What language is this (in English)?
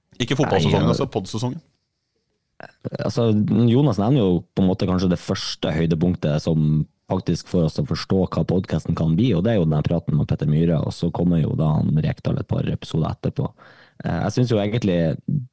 Norwegian